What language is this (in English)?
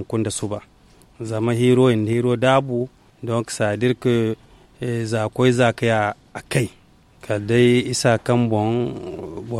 Zarma